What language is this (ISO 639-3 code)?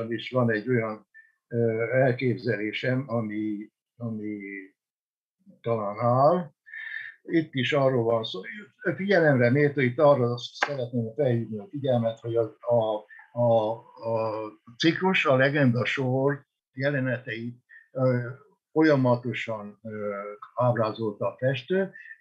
hun